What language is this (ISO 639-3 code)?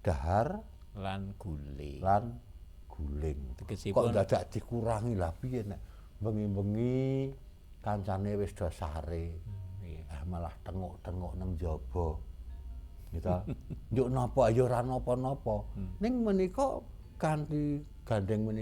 jav